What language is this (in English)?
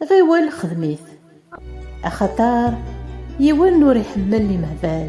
Kabyle